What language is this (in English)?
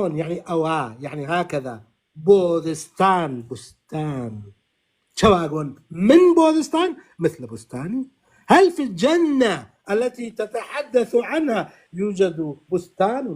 North Levantine Arabic